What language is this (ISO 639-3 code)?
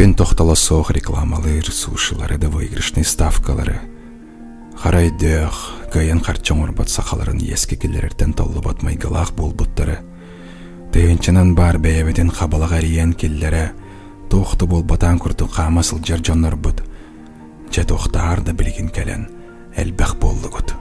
sah